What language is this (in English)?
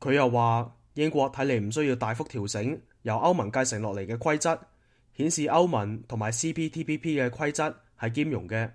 Cantonese